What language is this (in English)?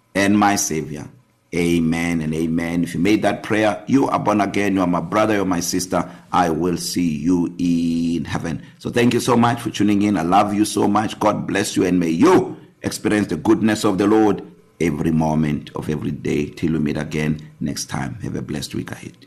English